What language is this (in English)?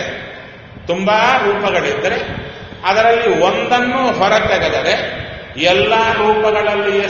Kannada